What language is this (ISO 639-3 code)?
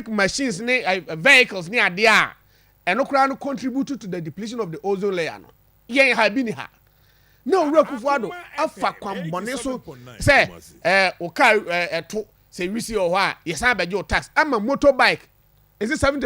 aka